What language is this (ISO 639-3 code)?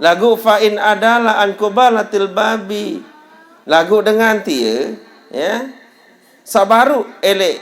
sas